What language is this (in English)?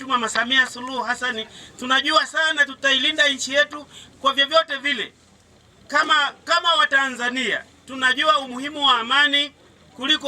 Swahili